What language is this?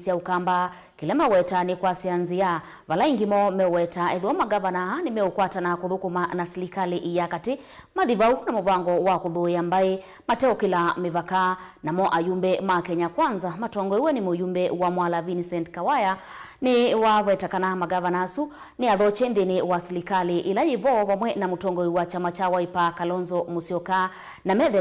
Kamba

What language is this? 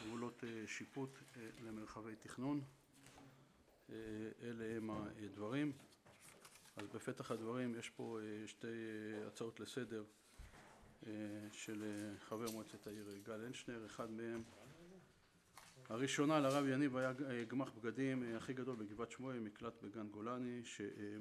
Hebrew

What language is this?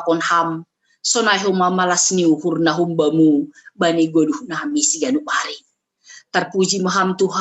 Batak Simalungun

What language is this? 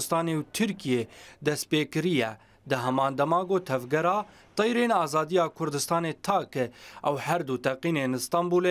Kurdish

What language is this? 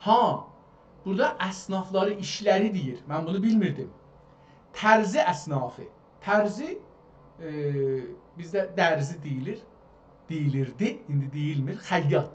South Azerbaijani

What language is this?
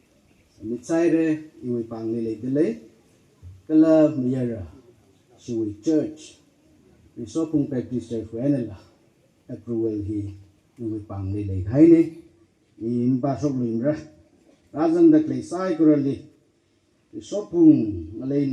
Tangkhul Naga (India)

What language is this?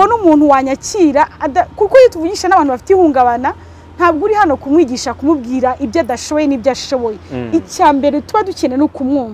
Kinyarwanda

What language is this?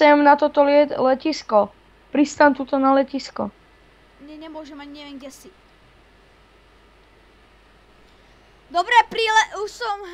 Slovak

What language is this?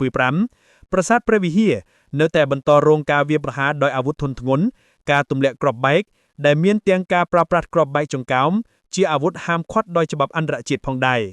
Khmer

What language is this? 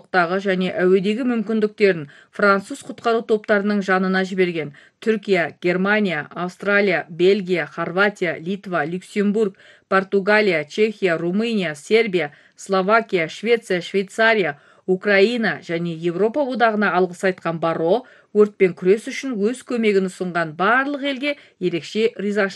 Kazakh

